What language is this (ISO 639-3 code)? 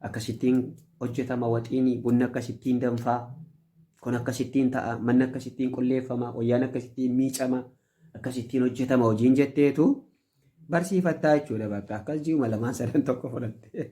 orm